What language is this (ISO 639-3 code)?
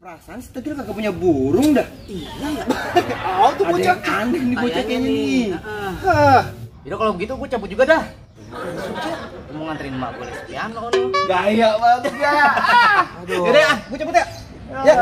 bew